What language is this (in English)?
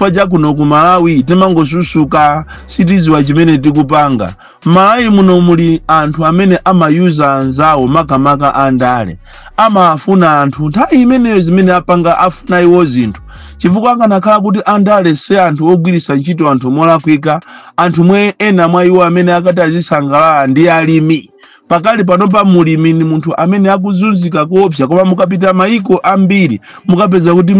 Nyanja